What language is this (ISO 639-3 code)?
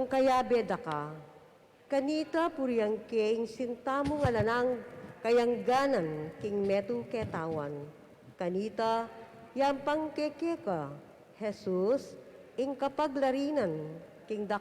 pam